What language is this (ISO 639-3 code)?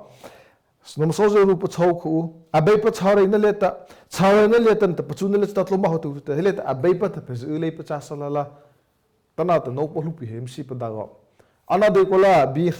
mrh